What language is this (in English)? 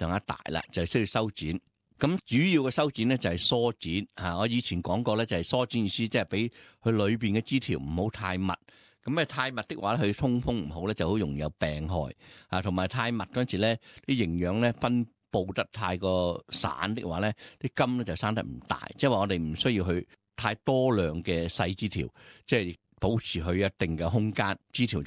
Cantonese